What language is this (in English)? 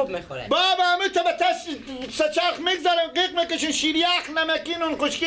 Persian